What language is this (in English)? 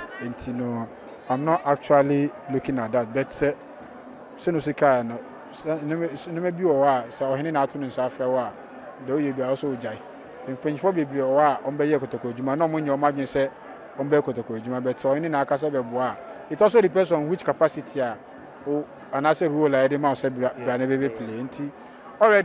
Akan